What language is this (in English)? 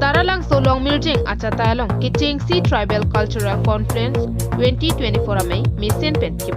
Karbi